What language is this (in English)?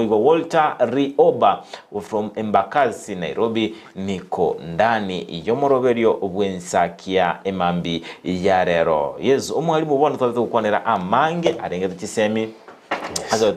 Gusii